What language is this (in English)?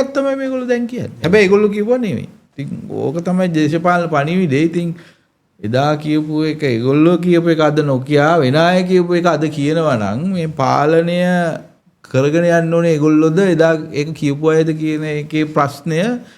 Sinhala